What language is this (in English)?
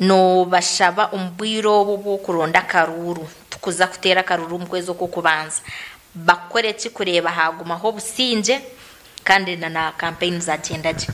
Nyankole